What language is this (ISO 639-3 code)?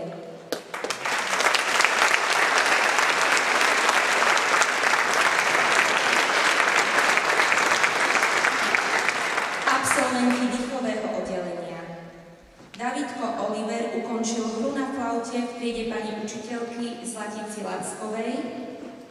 slk